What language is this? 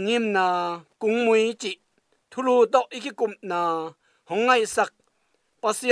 Tedim Chin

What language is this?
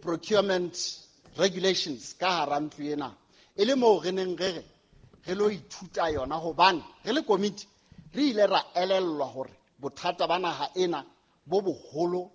Southern Sotho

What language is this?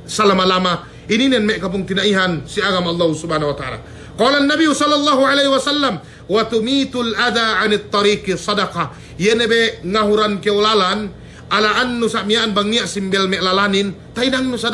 Yakan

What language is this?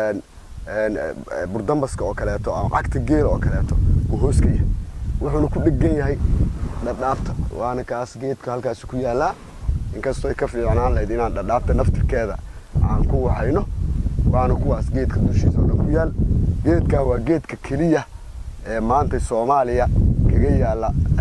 Somali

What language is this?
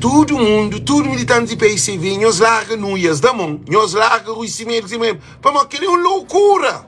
Kabuverdianu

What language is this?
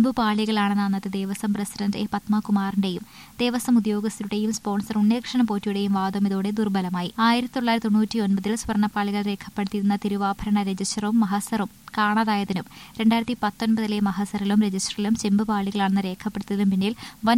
Malayalam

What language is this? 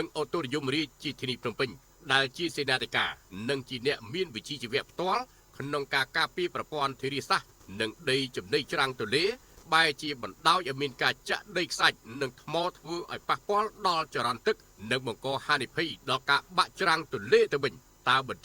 Khmer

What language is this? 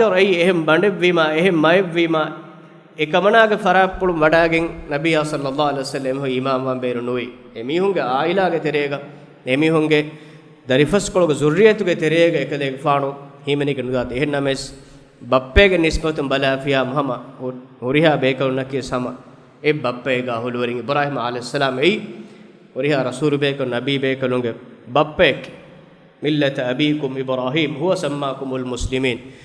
Divehi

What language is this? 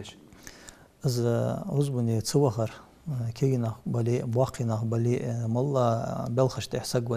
Ingush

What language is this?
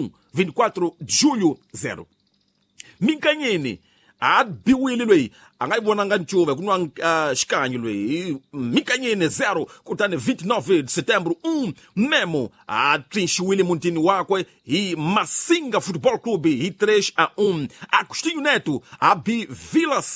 Tsonga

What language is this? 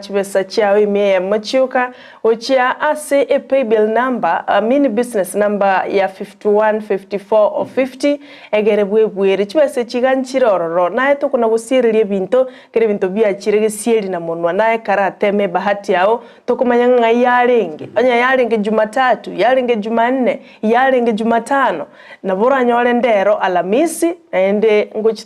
Gusii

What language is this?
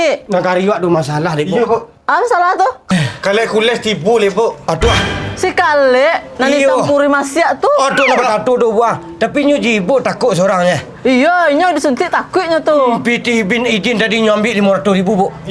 Minangkabau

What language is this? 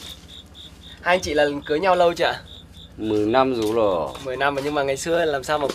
Vietnamese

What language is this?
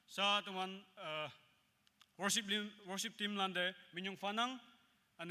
Naga Pidgin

